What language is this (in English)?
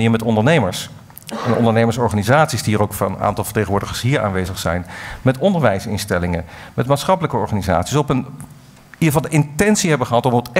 Dutch